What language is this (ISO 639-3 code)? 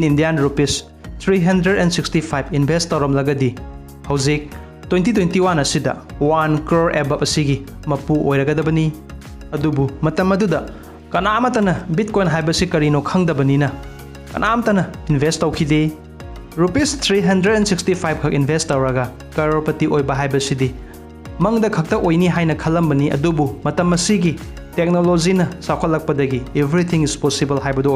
mni